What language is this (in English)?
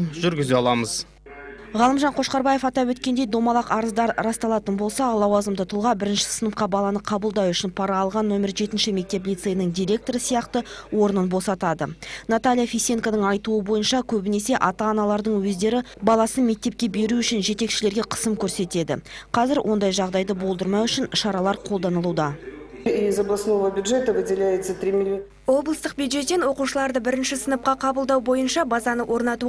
Kazakh